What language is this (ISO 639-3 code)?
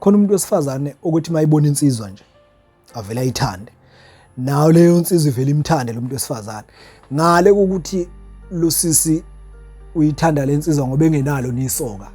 zul